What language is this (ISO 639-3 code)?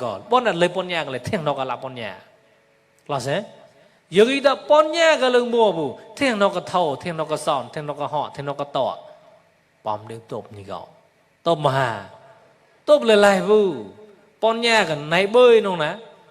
mnw